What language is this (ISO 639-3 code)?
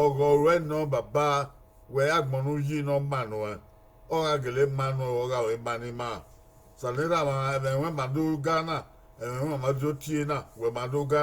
bin